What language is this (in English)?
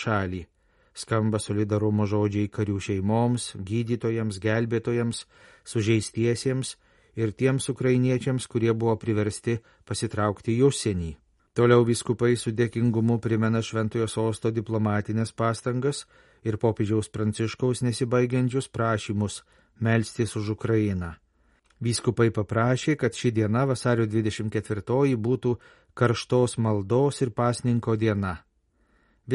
Lithuanian